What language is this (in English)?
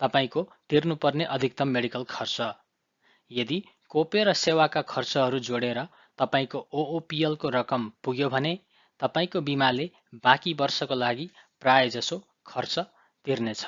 Nepali